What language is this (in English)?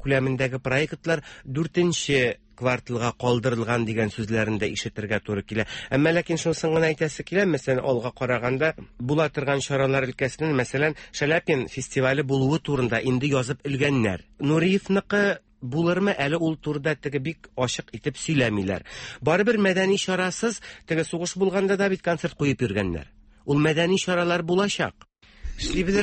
Tatar